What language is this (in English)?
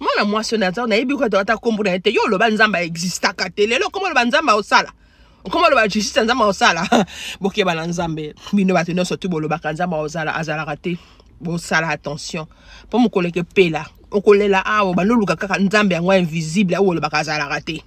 Lingala